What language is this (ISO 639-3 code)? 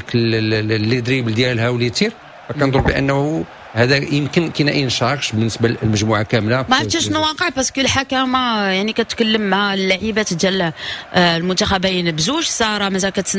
ary